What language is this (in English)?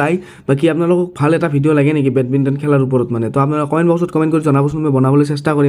Assamese